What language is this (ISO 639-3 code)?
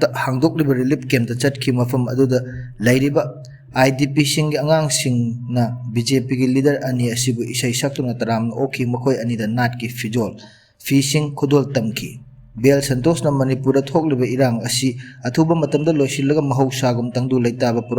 mni